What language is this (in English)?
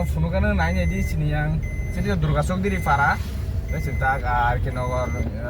Kok Borok